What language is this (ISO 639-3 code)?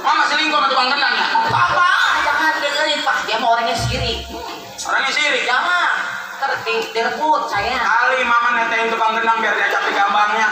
bew